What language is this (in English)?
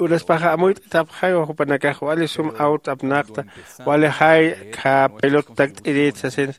Aymara